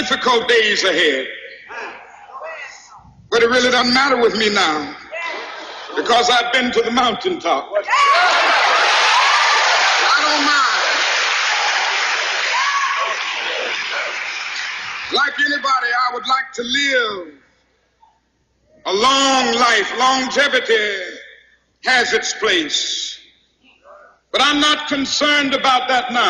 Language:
English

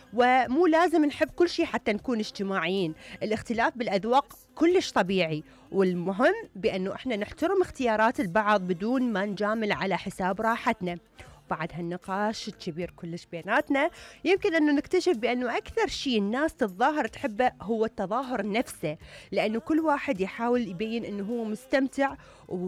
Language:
Mesopotamian Arabic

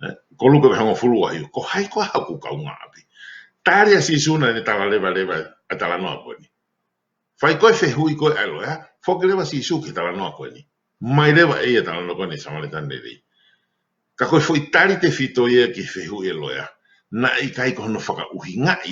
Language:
Tongan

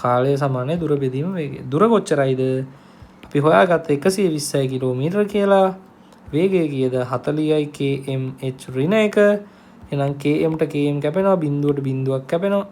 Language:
Sinhala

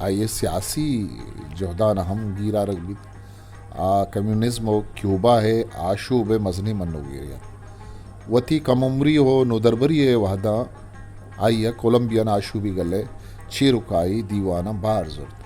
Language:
Eastern Balochi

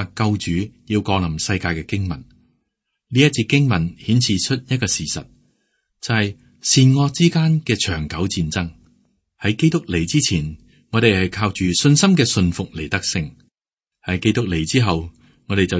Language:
Cantonese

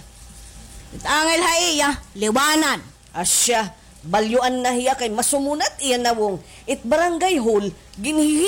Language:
Waray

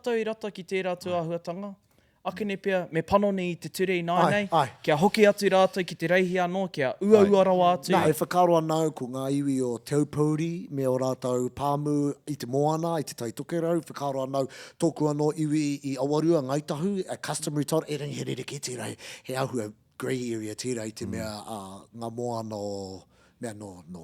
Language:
Māori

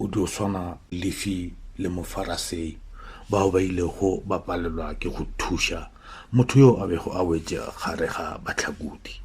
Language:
Northern Sotho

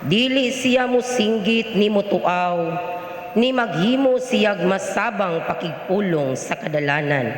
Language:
Cebuano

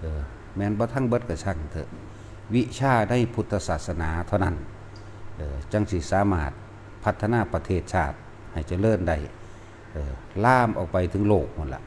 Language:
Northeastern Thai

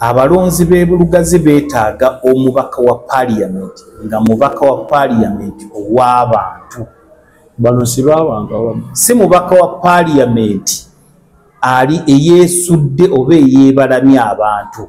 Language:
Ganda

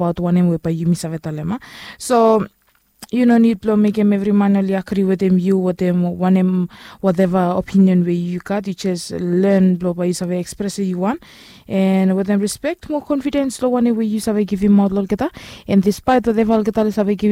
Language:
Bislama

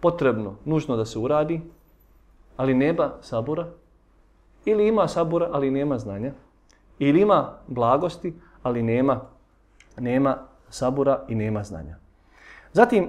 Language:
Bosnian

